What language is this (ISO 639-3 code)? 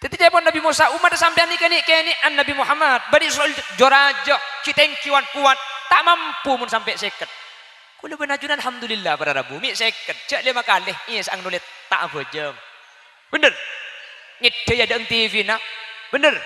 mad